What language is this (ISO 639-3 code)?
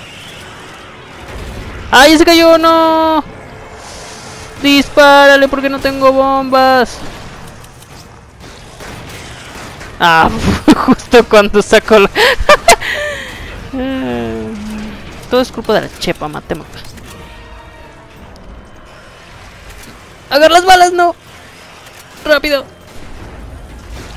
spa